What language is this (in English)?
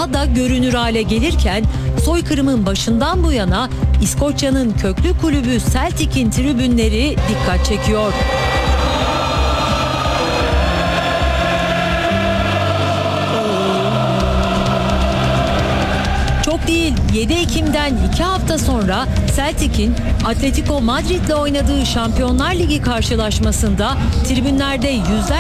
Turkish